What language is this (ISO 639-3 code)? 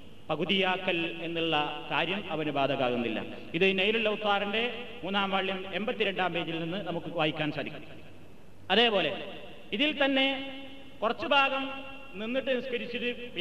mal